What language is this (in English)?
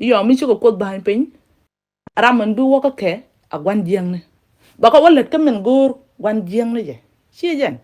Nuer